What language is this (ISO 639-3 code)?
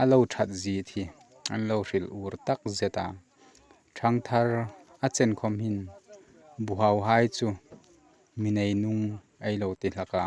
hmr